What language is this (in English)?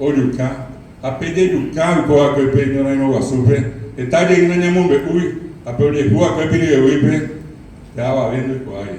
Guarani